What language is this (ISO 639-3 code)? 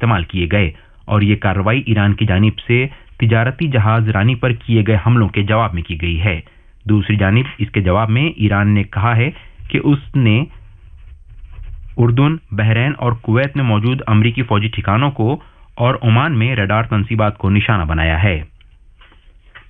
urd